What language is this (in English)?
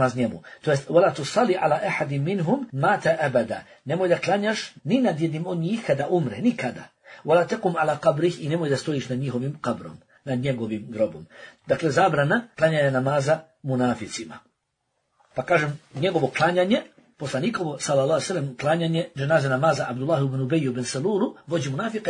Bosnian